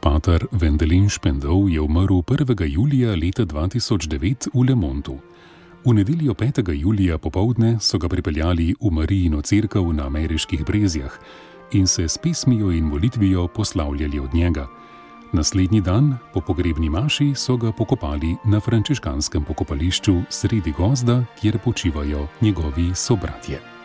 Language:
Slovenian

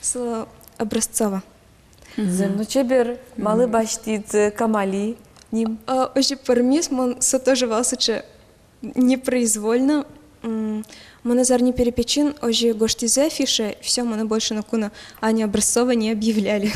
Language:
Udmurt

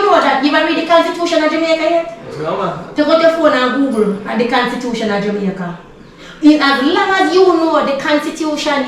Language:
Jamaican Creole English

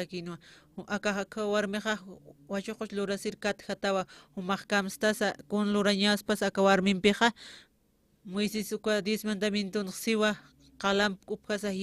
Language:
Aymara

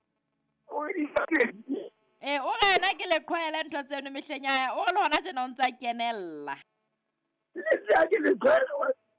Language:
Southern Sotho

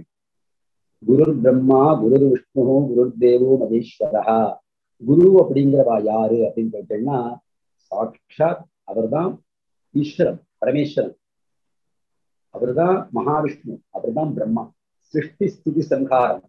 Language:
Tamil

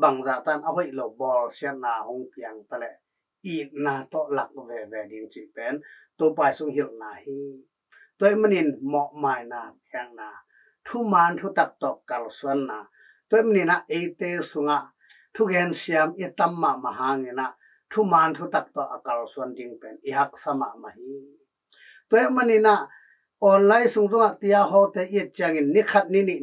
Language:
Tedim Chin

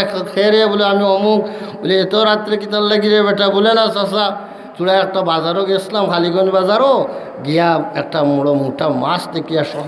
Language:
Sylheti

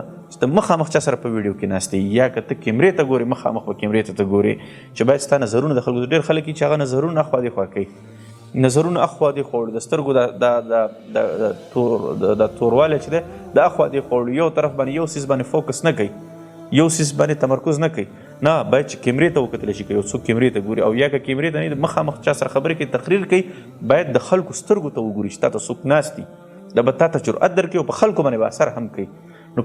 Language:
Pashto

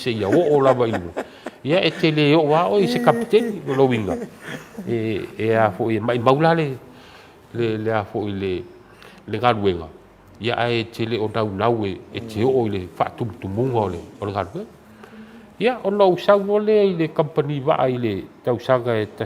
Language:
Samoan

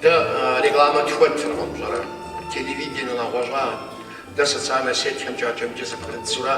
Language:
Kabardian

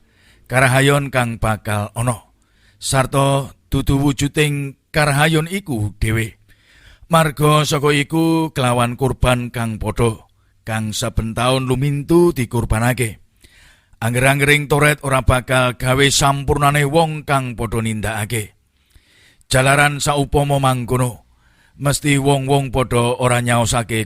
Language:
Javanese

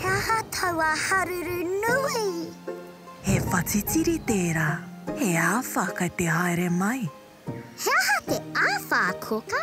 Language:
Māori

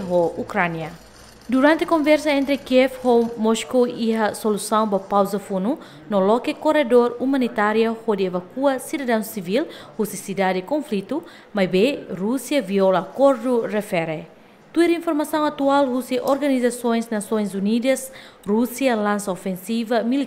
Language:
Tetum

